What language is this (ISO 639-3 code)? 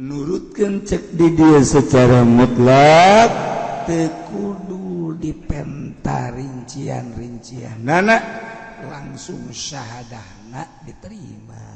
sun